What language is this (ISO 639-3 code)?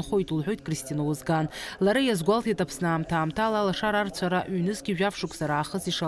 abk